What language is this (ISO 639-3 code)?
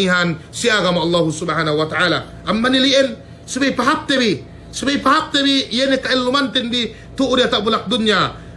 yka